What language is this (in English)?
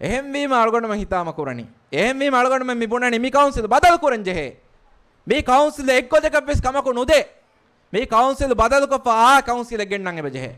Divehi